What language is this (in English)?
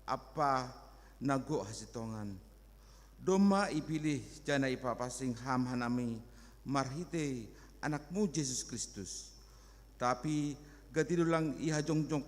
Batak Simalungun